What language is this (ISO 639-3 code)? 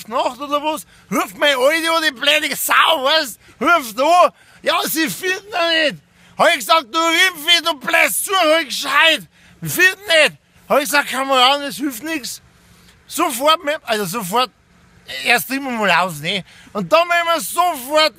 bar